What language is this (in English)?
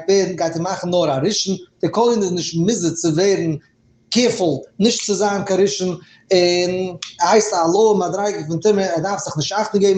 Yiddish